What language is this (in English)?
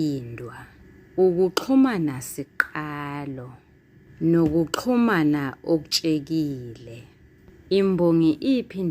Zulu